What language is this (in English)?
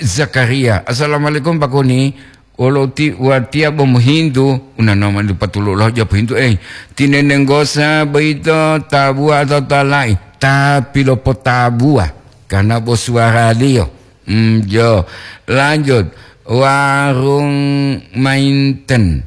Gorontalo